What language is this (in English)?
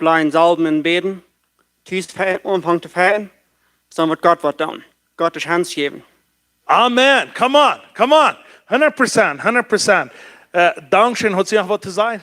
Plautdietsch